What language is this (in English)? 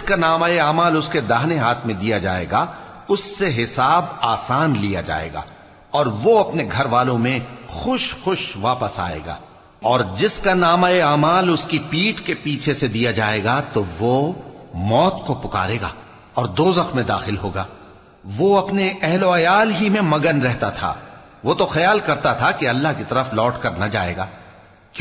Urdu